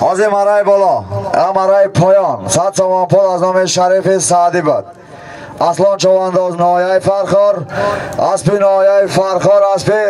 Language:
Tajik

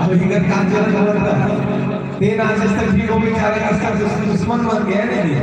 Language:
Chhattisgarhi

